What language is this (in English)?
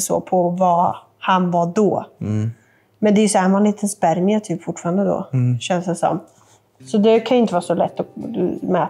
Swedish